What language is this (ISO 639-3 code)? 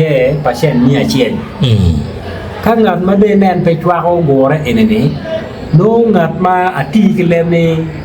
ach